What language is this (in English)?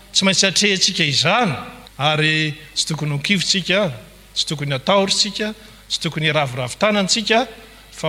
Malagasy